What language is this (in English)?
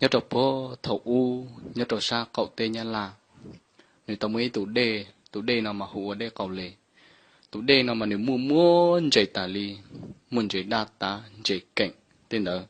Hmong